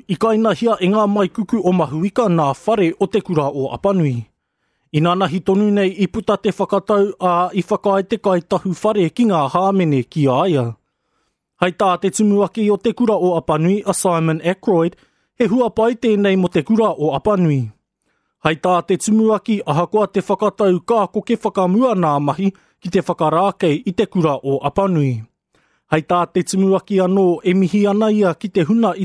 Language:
Māori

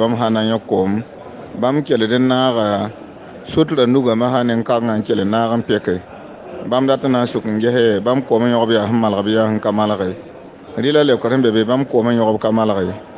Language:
Mossi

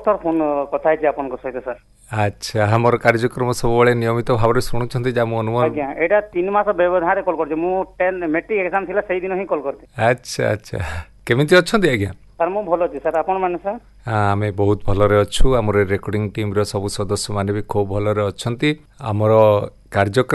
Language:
Odia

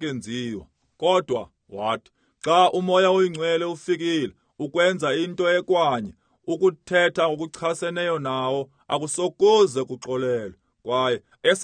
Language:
Xhosa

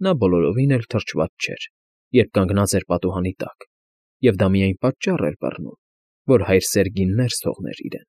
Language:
Armenian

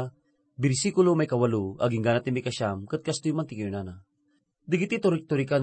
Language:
Iloko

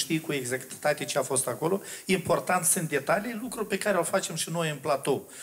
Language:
Romanian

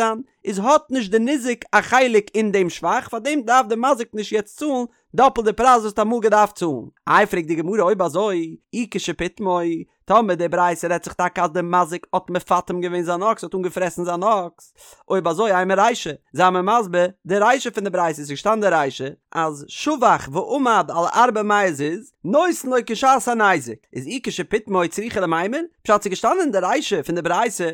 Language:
Yiddish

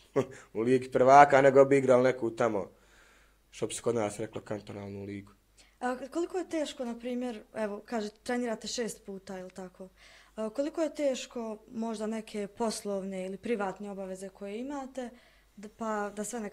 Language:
Bosnian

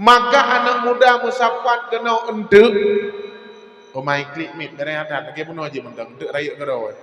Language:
Achinese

